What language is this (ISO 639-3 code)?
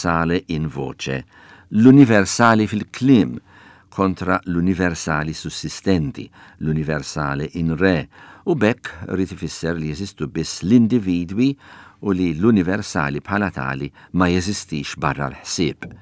mlt